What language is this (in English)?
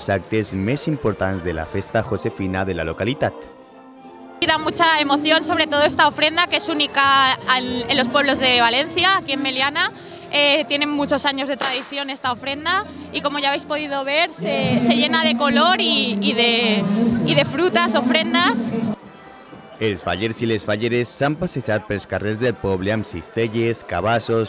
Catalan